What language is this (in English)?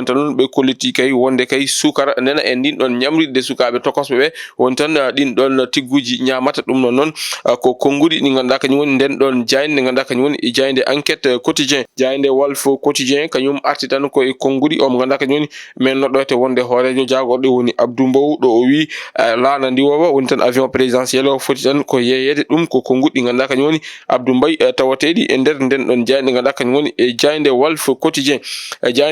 Fula